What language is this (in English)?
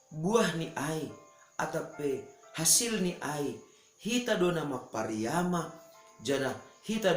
Batak Simalungun